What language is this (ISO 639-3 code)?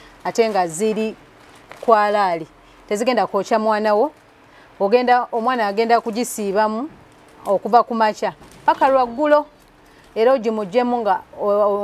lug